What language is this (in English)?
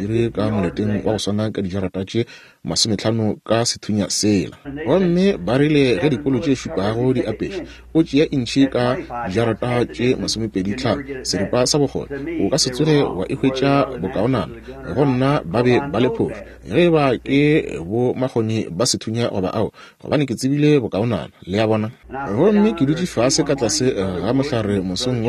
Northern Sotho